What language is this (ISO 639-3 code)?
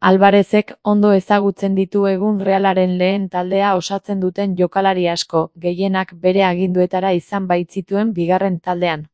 eus